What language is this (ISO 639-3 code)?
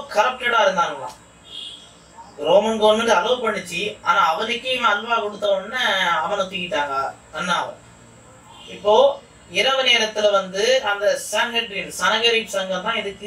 tam